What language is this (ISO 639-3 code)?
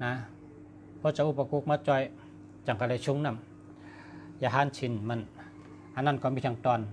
shn